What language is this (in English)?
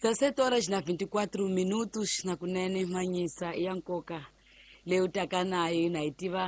Tsonga